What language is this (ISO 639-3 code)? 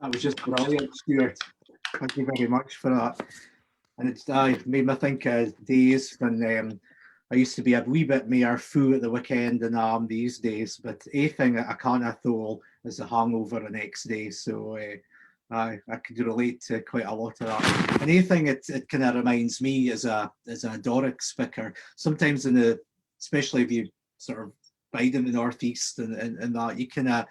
sco